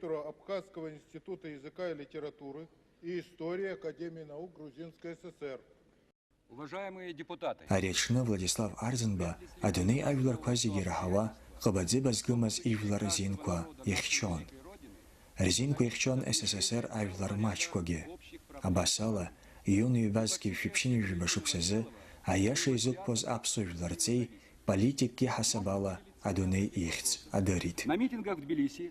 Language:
Abkhazian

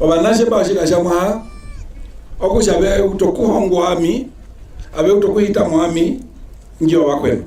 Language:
Herero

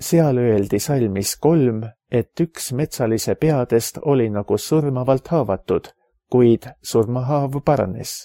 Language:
Estonian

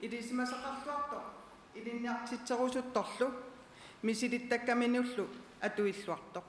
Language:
Kalaallisut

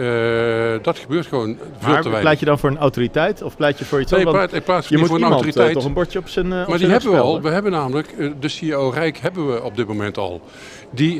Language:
Dutch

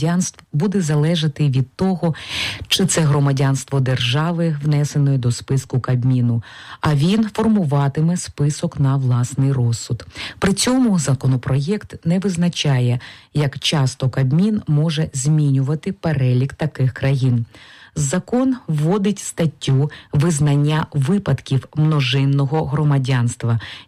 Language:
Ukrainian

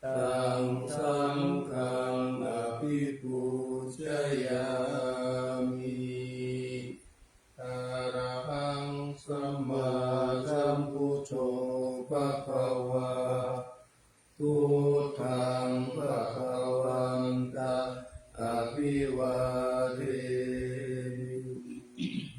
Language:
Pali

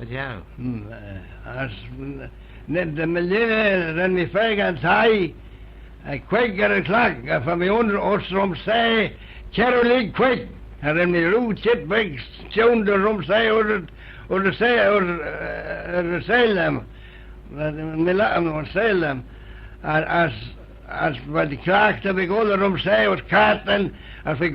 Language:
Manx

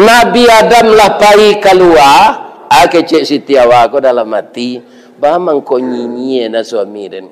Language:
Minangkabau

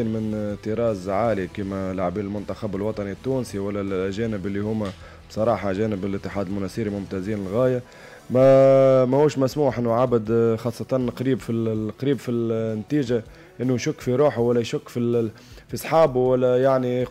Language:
Tunisian Arabic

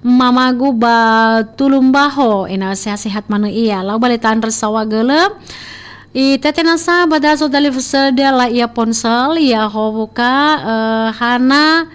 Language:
Nias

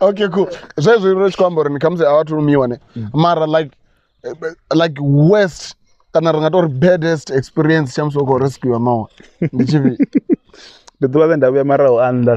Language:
Venda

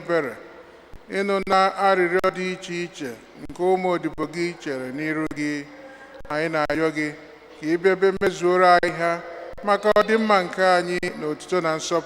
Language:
Igbo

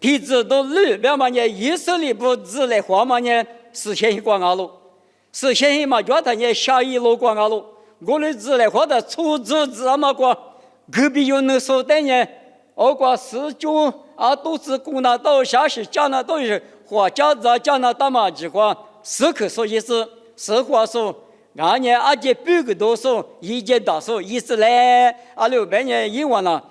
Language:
Lisu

